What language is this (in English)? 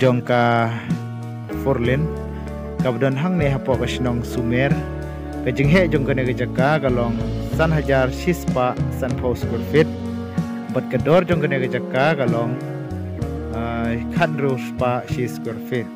Khasi